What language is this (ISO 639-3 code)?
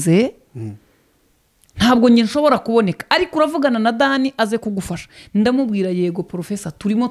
kin